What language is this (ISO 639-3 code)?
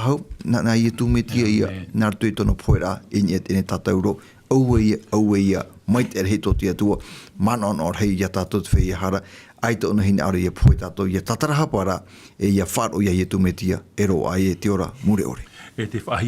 tah